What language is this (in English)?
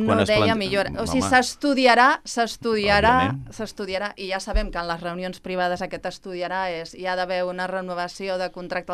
Catalan